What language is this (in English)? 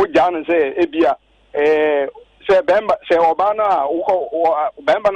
Akan